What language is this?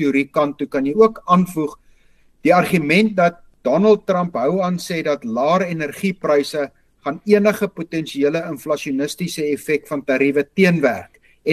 Afrikaans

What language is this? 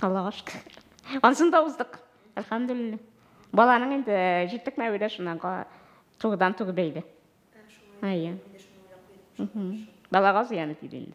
Tatar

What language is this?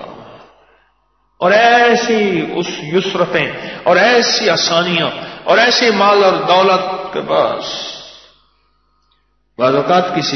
Urdu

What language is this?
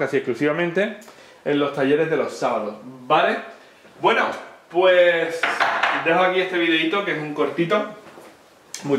Spanish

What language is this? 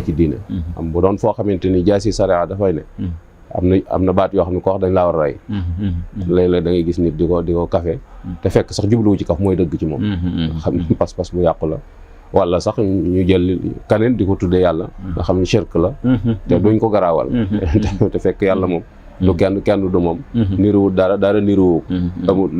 Wolof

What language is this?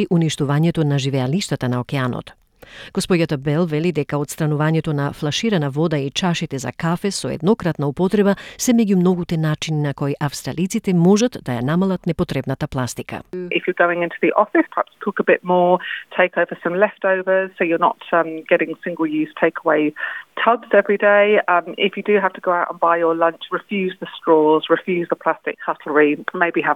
Macedonian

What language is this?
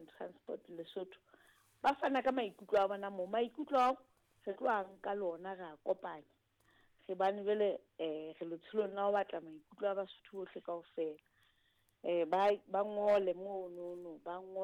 Southern Sotho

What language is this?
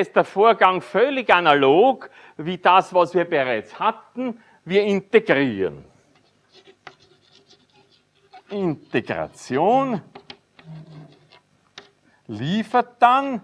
German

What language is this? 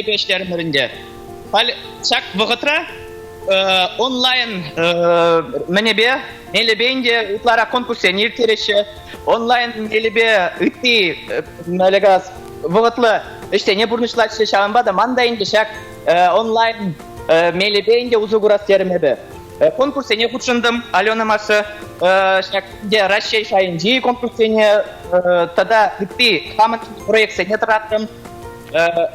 Chuvash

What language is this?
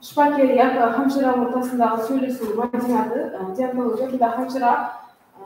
Kara-Kalpak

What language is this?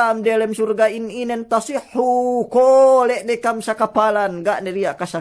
Yakan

